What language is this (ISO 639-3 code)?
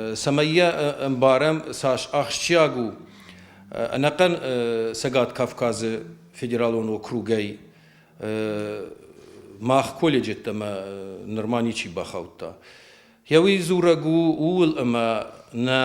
oss